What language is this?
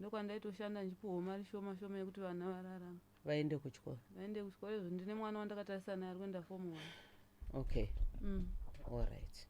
Shona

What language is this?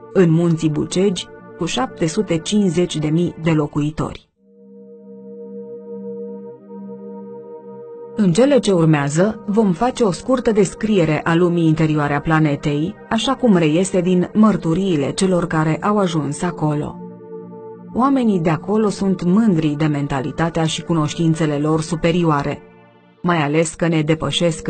Romanian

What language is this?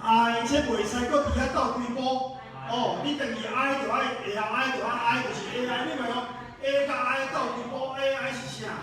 Min Nan Chinese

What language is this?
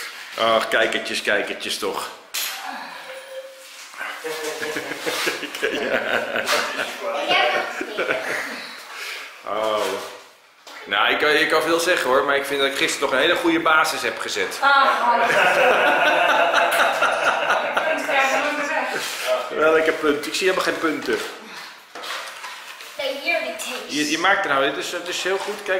Dutch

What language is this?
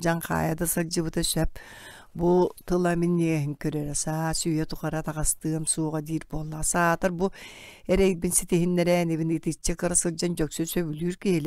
Yakut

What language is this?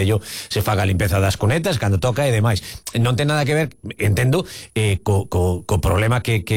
Galician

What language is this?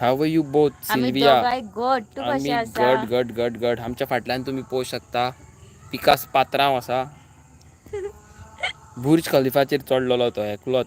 Konkani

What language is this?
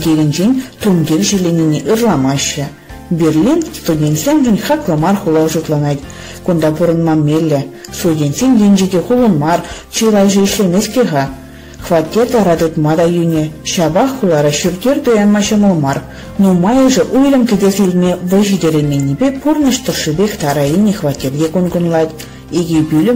Chuvash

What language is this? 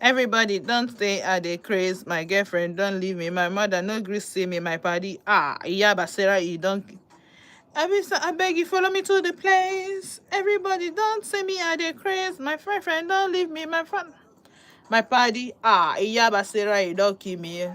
Igbo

